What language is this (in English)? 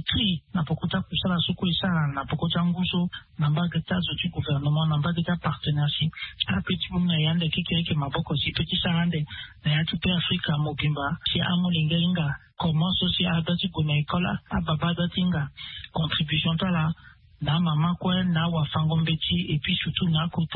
Sango